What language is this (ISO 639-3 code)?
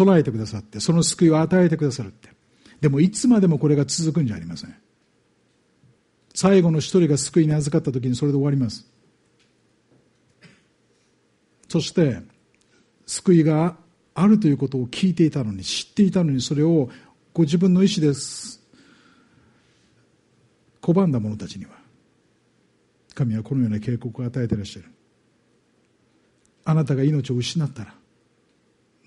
jpn